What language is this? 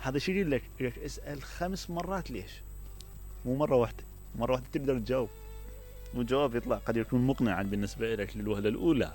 Mesopotamian Arabic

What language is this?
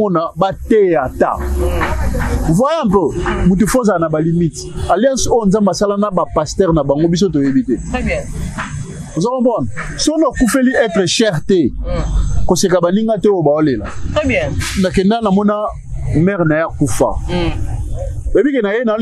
Lingala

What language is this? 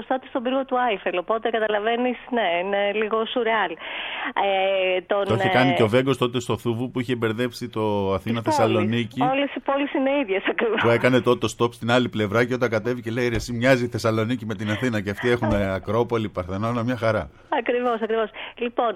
Greek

